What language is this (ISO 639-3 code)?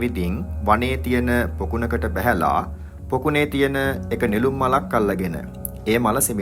sin